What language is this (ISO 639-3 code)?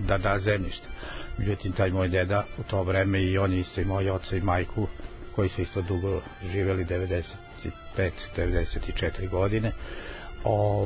srp